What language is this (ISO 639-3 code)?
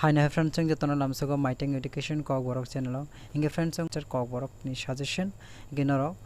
trp